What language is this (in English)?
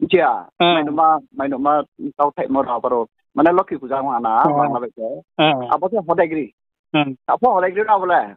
Riang (India)